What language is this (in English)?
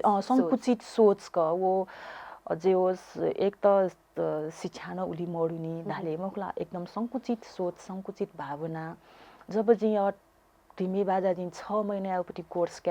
Newari